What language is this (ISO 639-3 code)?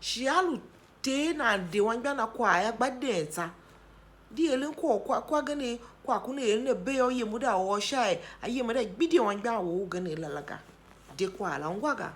tiv